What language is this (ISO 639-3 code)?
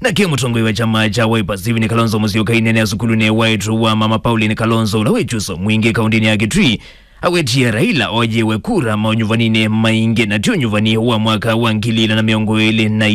kam